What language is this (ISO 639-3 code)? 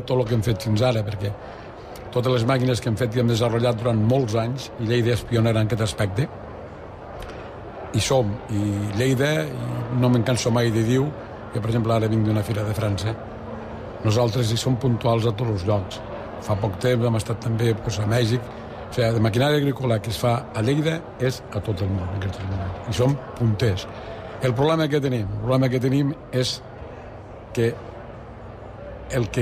cat